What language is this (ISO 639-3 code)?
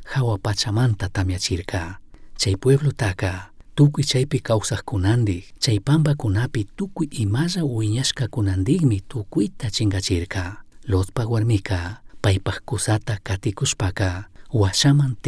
qug